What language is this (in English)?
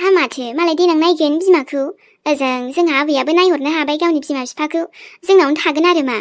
Bodo